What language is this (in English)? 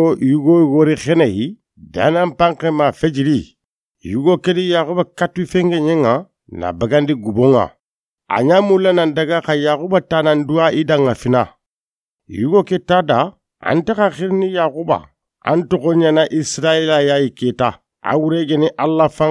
Soninke